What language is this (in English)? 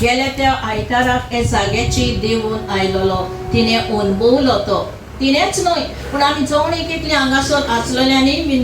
Konkani